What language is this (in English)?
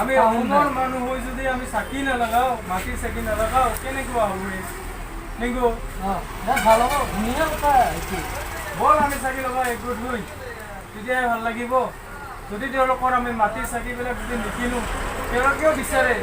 Assamese